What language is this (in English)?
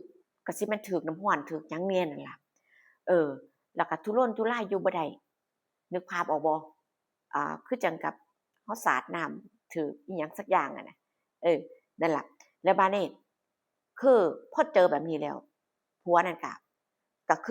Northeastern Thai